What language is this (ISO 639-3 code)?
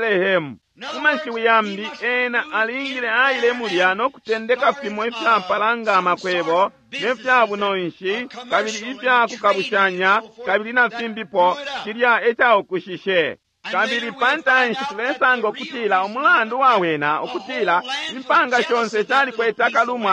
bem